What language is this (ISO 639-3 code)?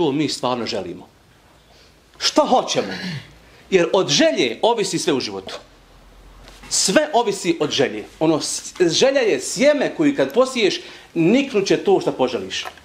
bos